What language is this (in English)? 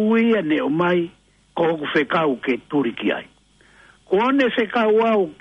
Tongan